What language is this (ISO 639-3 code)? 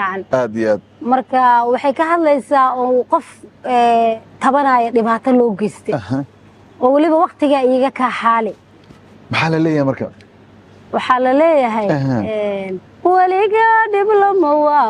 som